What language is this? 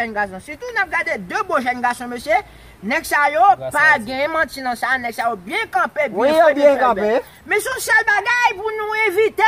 Haitian Creole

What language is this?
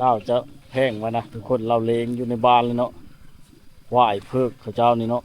Lao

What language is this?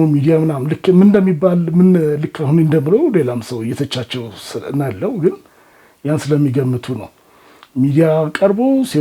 Amharic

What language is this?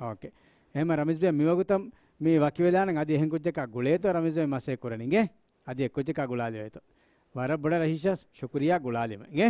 Divehi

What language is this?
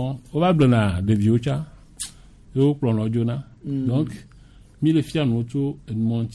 Gen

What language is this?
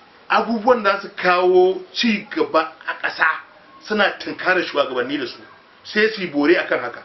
Hausa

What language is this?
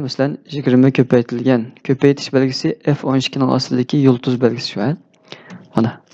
Uyghur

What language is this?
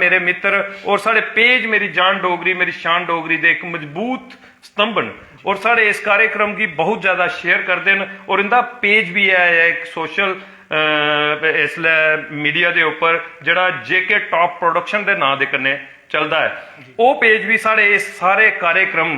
Dogri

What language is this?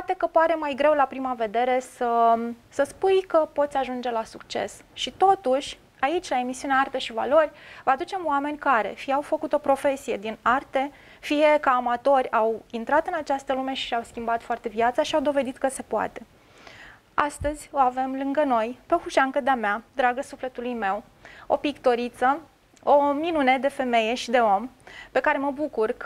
Romanian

